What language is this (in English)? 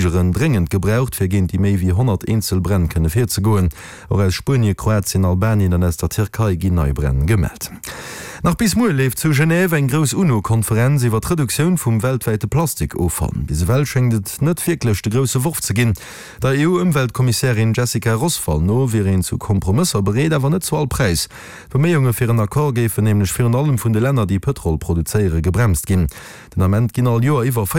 Luxembourgish